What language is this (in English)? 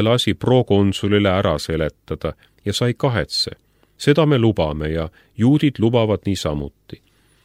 Estonian